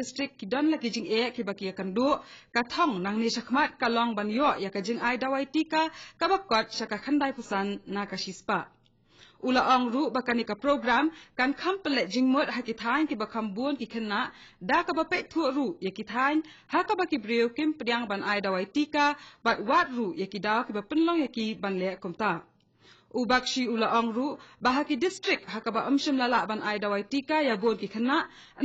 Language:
Khasi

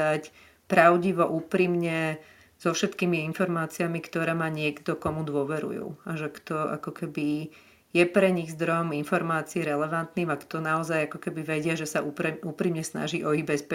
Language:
Slovak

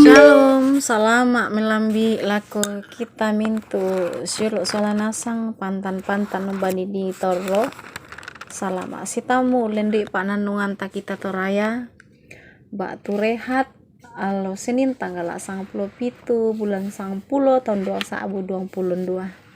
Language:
Toraja-Sa'dan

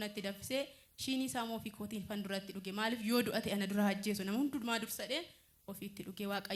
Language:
Oromo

